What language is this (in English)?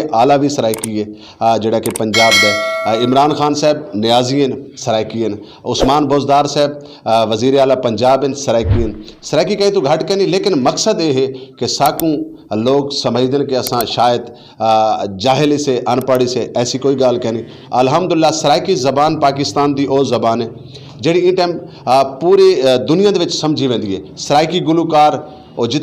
Saraiki